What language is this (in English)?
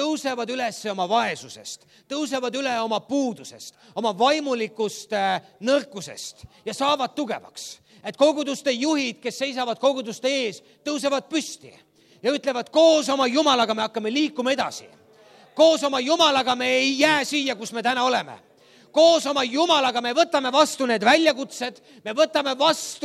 Estonian